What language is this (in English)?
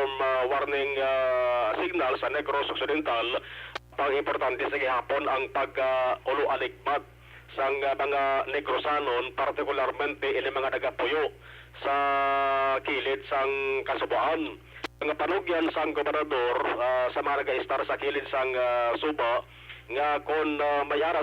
Hiligaynon